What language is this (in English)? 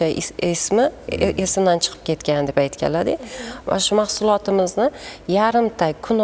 Uzbek